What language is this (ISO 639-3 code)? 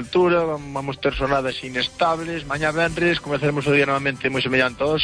glg